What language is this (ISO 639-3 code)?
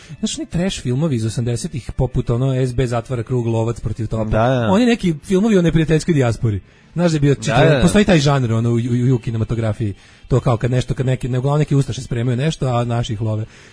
srp